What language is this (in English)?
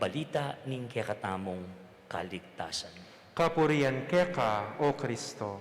Pampanga